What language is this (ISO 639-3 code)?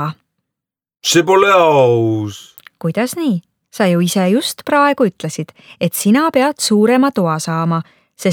est